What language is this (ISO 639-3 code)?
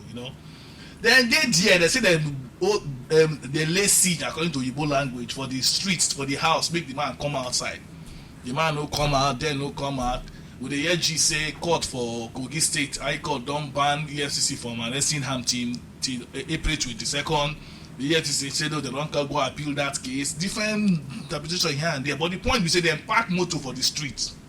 pcm